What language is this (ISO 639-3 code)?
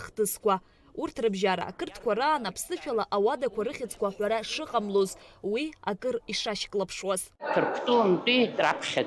abk